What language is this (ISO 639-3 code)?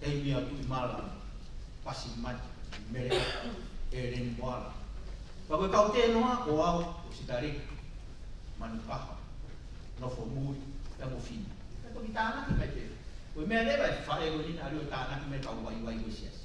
ton